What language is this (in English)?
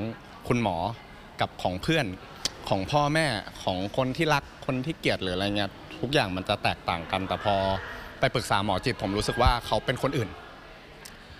Thai